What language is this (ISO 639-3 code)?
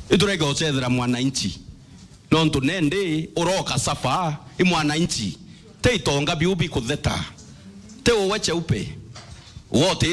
mer